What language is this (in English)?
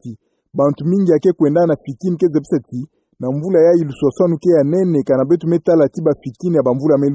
Kituba (Democratic Republic of Congo)